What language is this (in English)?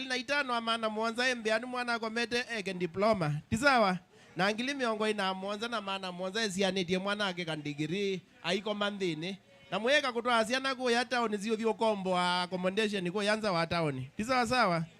Kamba